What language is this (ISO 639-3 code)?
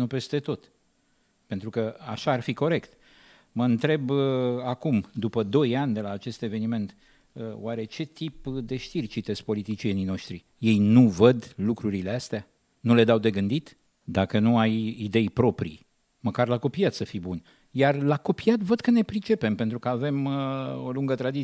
ron